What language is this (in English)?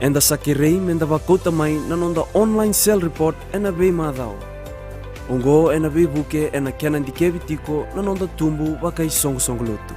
Fijian